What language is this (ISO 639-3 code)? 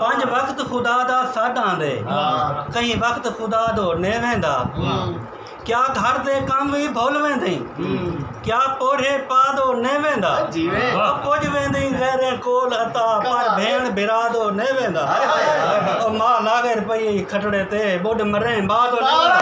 skr